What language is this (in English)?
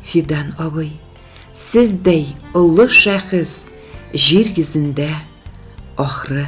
Tatar